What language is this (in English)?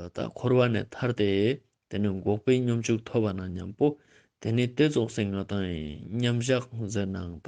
Ladakhi